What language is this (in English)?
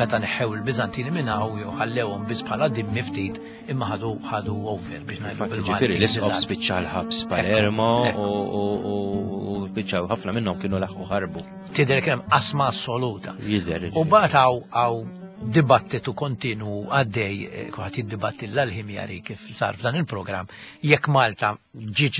Maltese